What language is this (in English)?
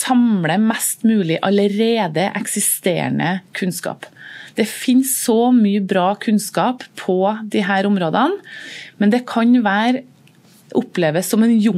Norwegian